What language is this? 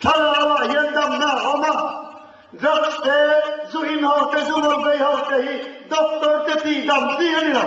Mizo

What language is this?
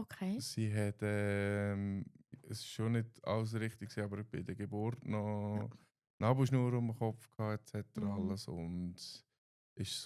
Swiss German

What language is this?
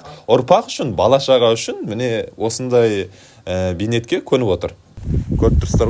Kazakh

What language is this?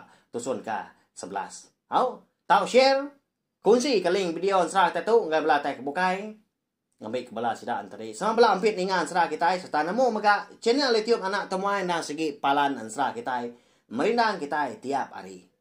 Iban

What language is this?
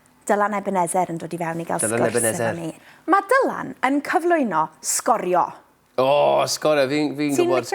Welsh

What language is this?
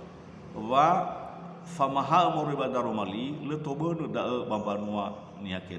Nias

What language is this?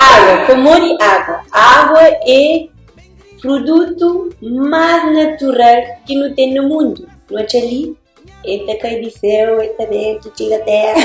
Kabuverdianu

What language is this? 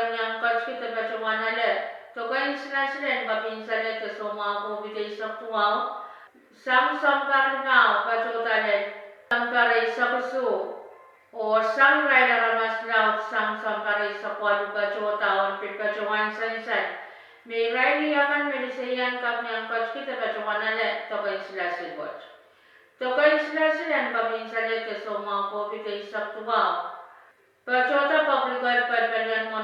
Pohnpeian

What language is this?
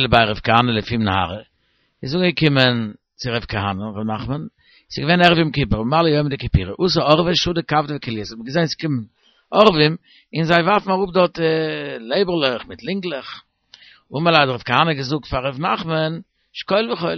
Yiddish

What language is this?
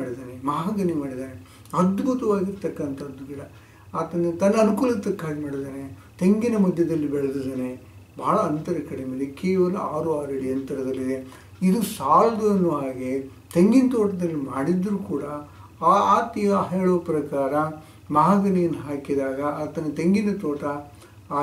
Kannada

